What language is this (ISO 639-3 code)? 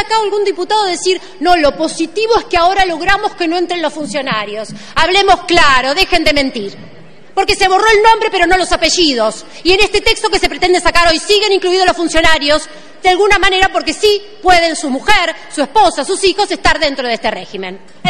spa